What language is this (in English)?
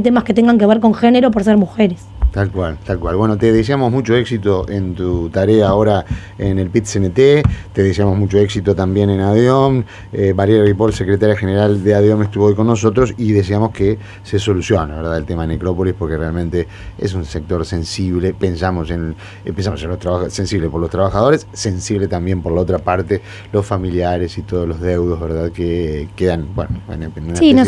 Spanish